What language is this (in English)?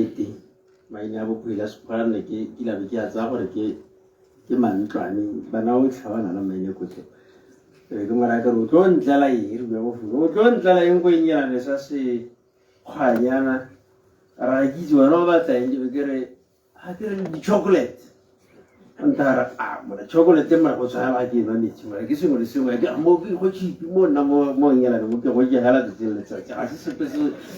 Tswana